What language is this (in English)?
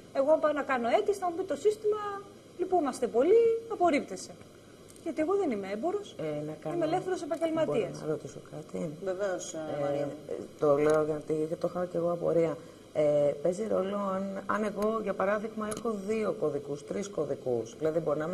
Greek